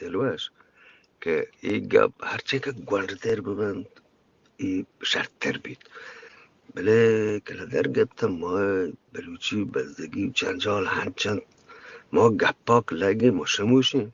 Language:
Eastern Balochi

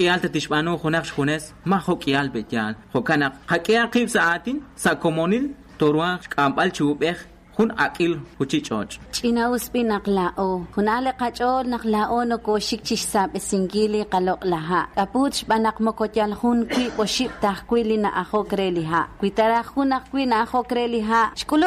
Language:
Kekchí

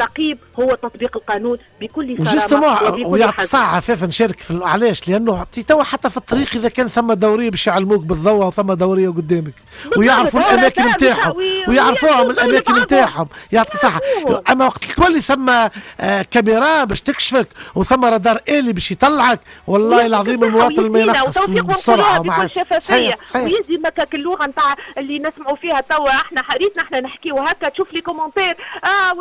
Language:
Tunisian Arabic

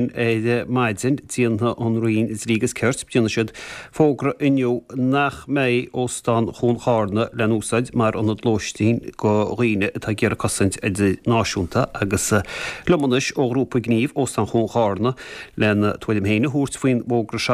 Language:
Irish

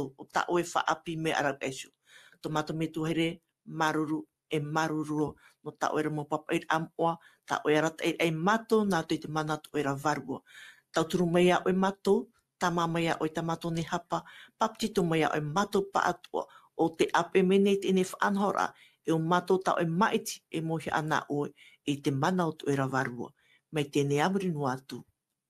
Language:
Tahitian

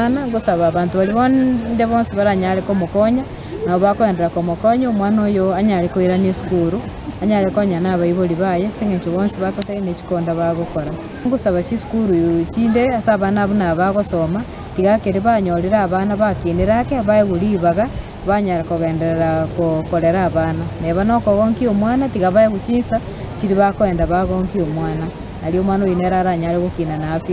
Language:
Gusii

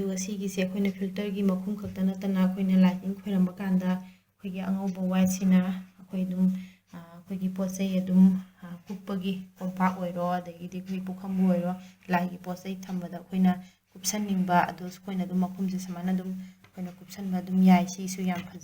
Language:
Manipuri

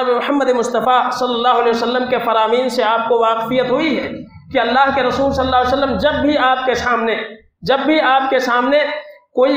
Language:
Urdu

